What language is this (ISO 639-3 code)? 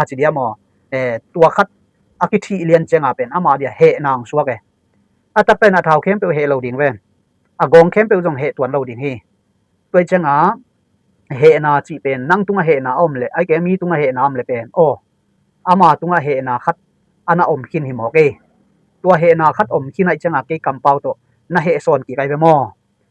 ctd